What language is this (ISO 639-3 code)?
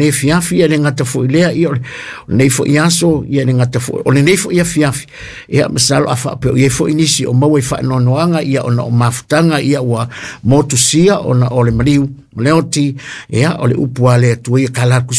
smo